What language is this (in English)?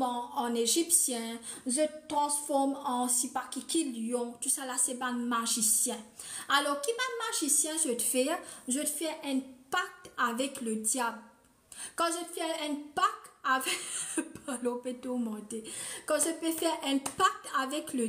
Morisyen